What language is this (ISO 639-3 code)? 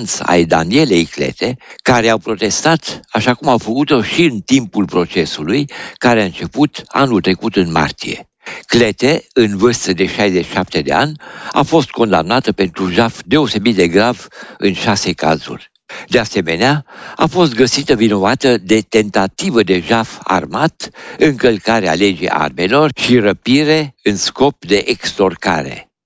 ron